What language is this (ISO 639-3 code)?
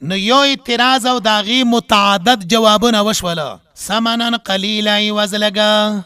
pus